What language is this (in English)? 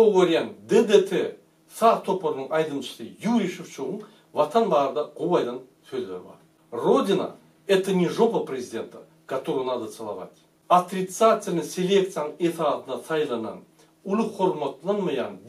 Turkmen